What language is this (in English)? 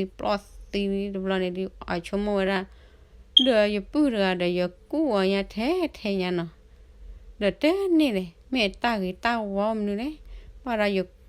S'gaw Karen